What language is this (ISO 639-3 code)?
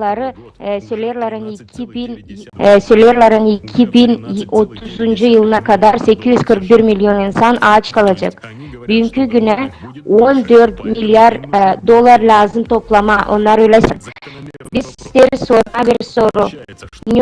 gag